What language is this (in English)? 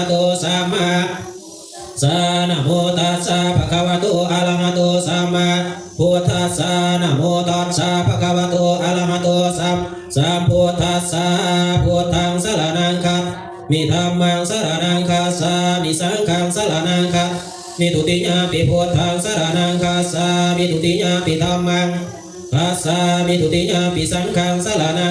Pali